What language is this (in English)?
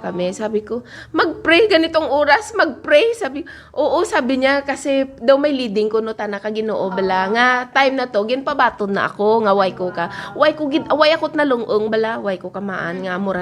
Hiligaynon